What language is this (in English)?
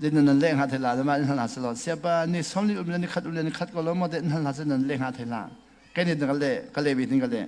Hakha Chin